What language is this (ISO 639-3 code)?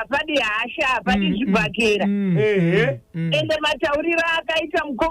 sna